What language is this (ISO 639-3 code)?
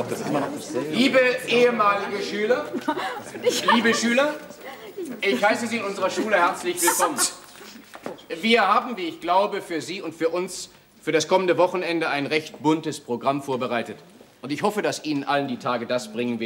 deu